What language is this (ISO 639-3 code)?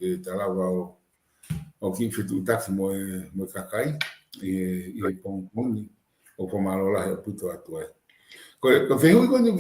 ton